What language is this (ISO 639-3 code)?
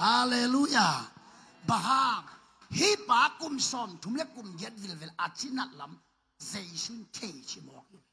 ctd